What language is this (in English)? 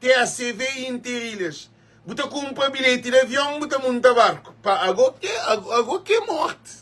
Kabuverdianu